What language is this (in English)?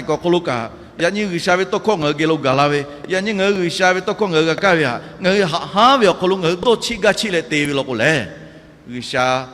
Lahu